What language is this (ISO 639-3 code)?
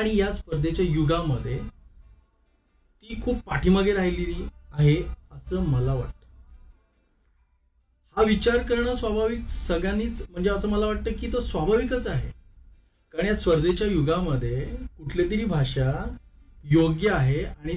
mar